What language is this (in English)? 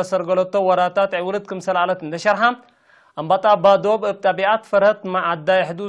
Tigre